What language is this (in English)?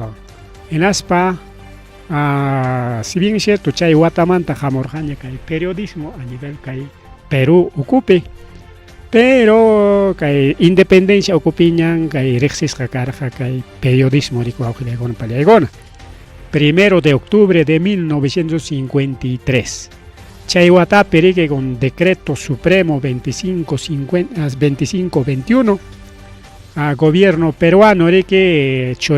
Ayacucho Quechua